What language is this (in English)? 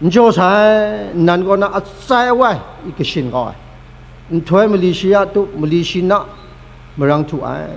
Kachin